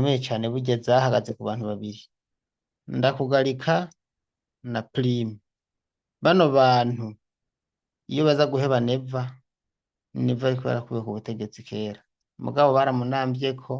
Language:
Rundi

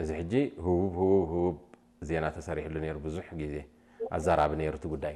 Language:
Tigrinya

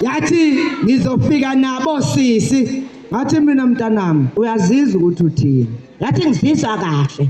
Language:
Zulu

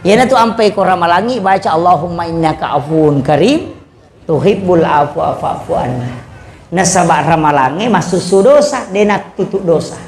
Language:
Buginese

